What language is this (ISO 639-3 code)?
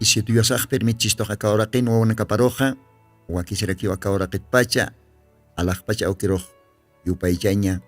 aym